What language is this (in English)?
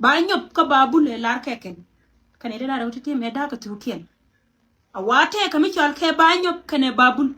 Nuer